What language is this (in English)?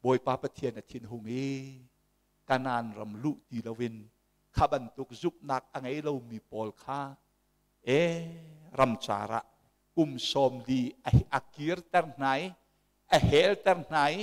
Hakha Chin